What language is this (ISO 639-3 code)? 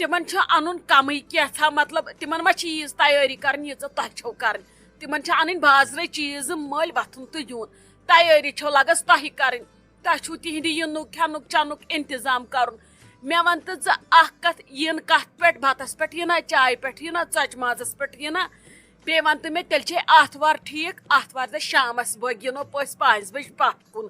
kas